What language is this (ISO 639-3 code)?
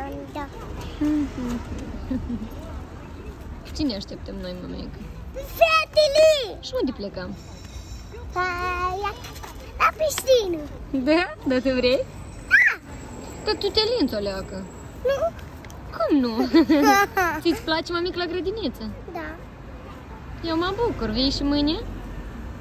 ron